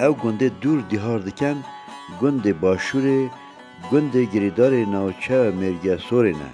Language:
Kurdish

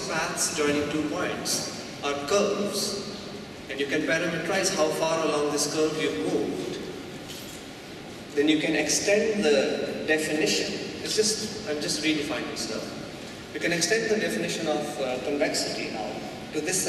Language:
English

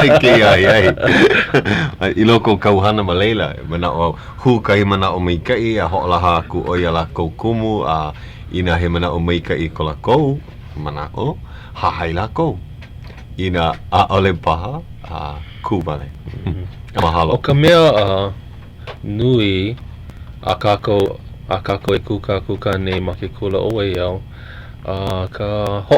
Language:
Hawaiian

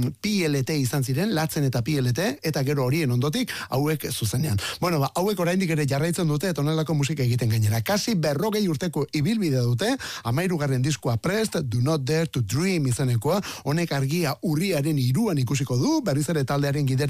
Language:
Basque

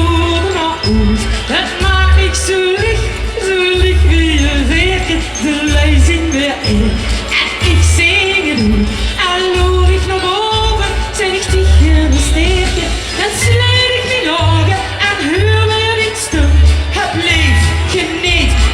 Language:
Limburgish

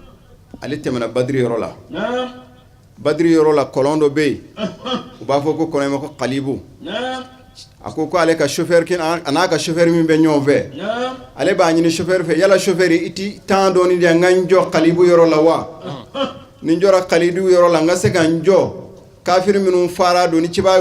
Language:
Bambara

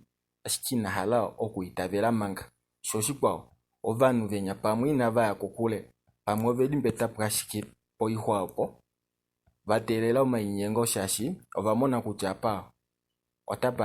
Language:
Kuanyama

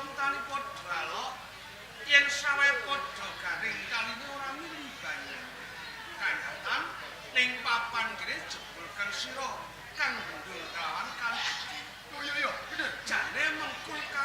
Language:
Javanese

